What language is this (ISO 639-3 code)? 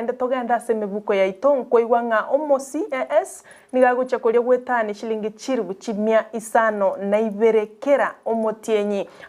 guz